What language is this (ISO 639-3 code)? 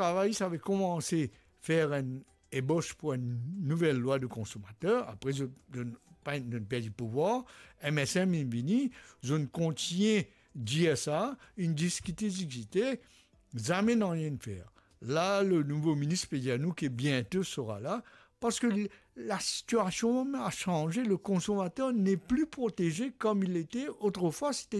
mfe